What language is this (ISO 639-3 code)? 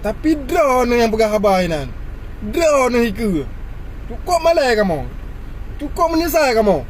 ace